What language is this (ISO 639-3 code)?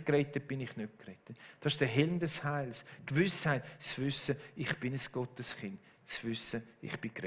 gsw